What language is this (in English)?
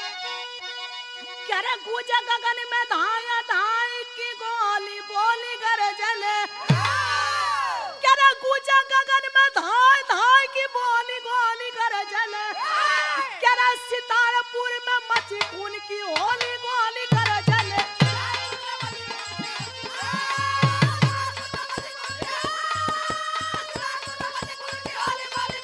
Bhojpuri